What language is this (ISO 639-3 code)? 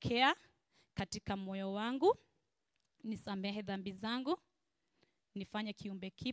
swa